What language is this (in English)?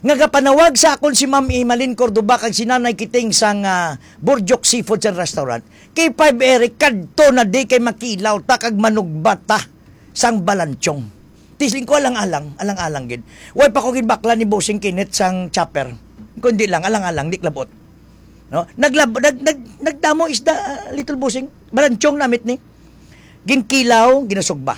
Hiligaynon